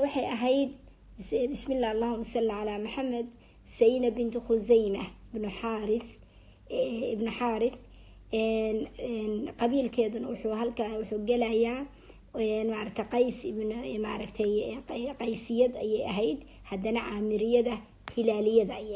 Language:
Somali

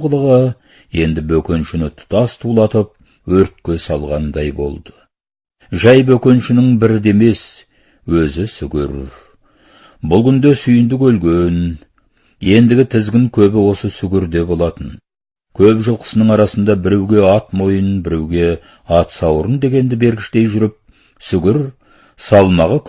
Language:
Kazakh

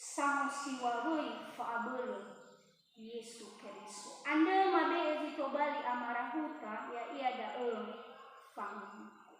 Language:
Nias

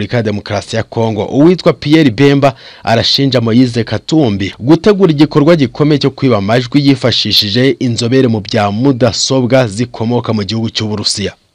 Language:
Kinyarwanda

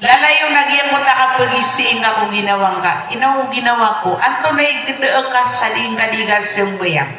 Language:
Maranao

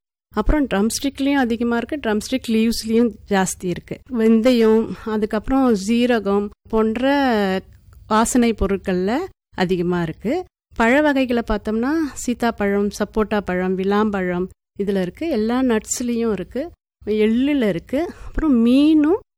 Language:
Tamil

